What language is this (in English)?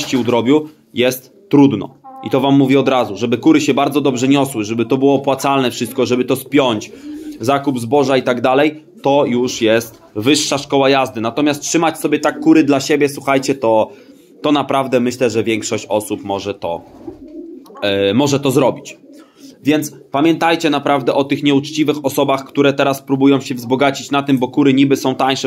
Polish